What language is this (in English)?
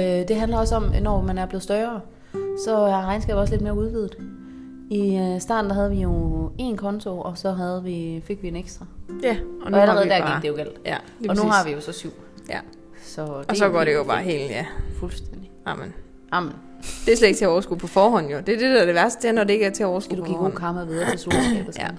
Danish